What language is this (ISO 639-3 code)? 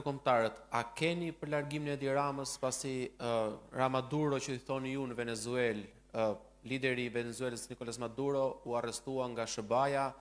sqi